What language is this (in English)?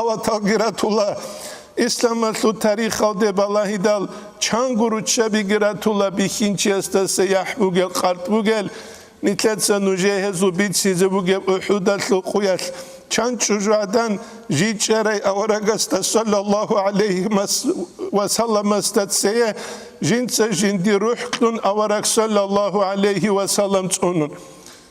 Avaric